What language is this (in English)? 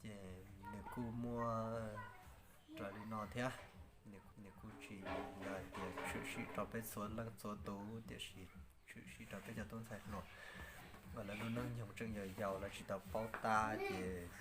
Hmong